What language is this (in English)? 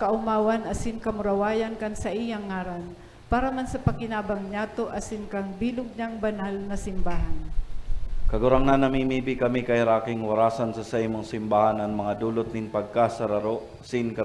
Bikol